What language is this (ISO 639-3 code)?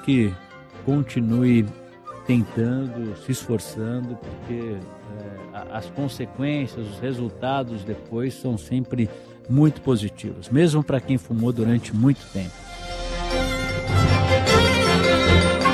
por